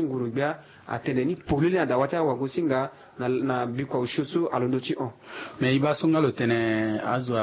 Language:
Sango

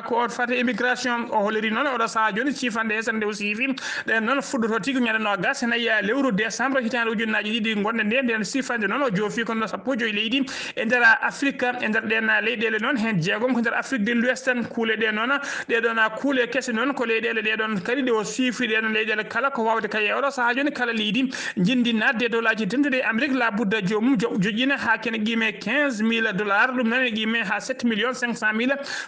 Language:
Fula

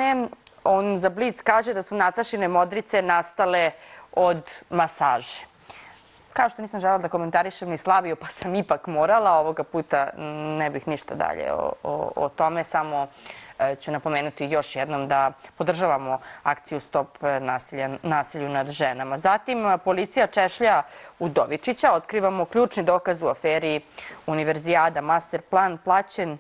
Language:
Serbian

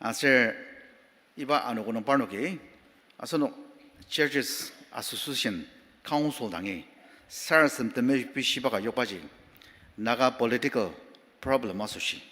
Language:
Ao Naga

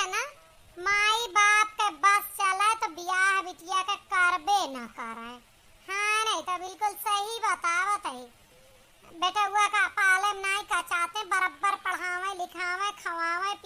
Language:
Awadhi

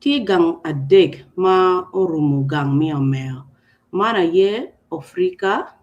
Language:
Acoli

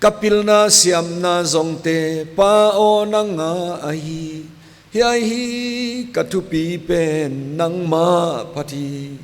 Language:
Paite Chin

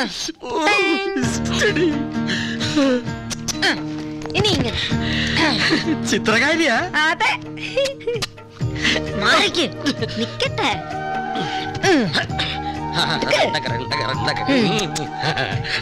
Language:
Malayalam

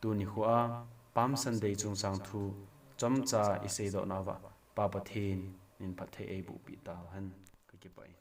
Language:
Thado Chin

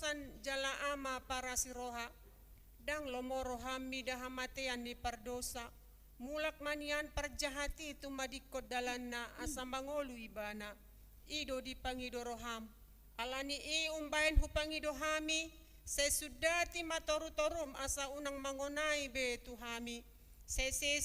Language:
Batak Toba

